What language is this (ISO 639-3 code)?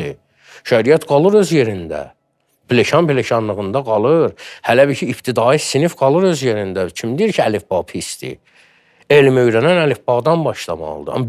aze